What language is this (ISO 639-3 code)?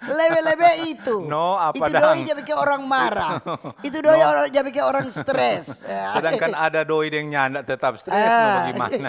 xmm